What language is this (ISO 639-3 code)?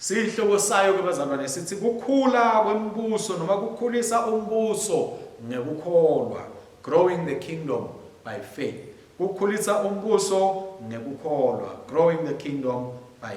ssw